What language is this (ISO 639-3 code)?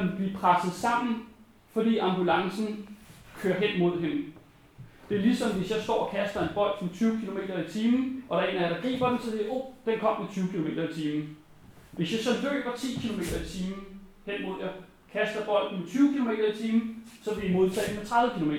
dan